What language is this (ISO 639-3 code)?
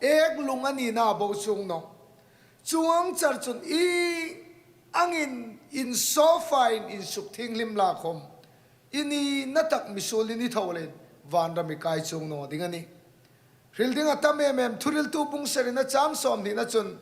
hmr